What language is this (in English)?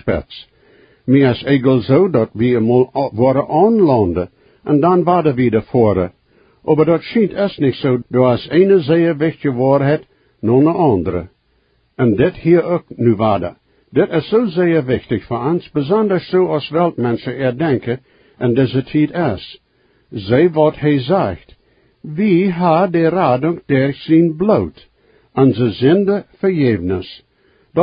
Plautdietsch